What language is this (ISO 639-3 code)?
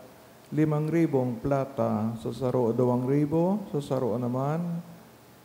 bik